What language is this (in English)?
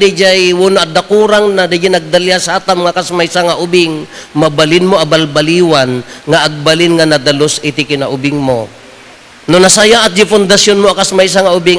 Iloko